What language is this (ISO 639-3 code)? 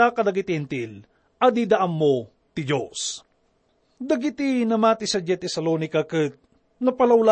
ilo